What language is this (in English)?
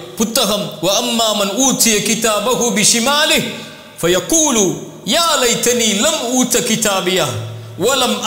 Tamil